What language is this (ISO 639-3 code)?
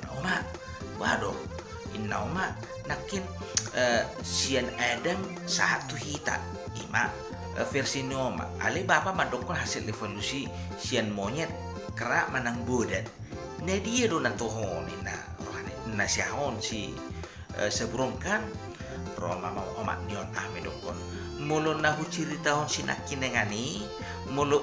bbc